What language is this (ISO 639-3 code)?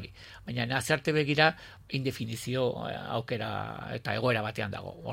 eus